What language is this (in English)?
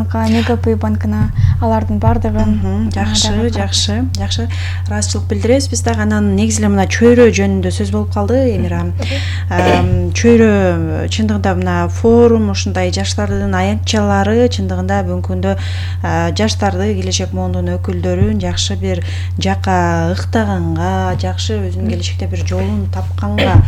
Kyrgyz